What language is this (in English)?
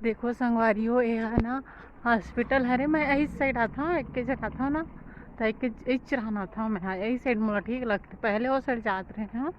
Chhattisgarhi